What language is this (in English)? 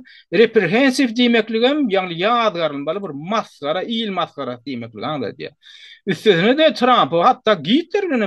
Turkmen